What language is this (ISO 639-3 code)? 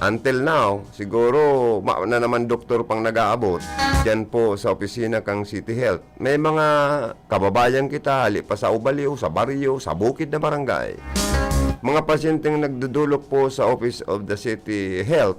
bik